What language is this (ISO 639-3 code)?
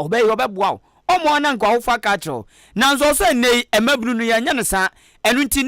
aka